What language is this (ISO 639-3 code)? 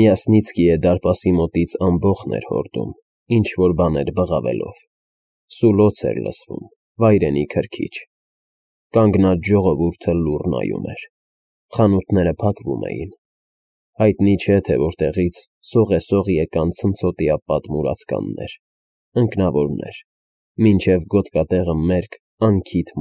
hye